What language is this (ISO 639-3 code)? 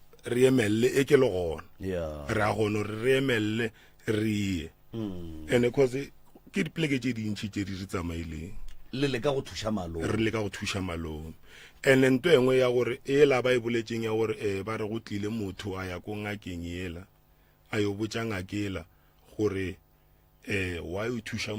nso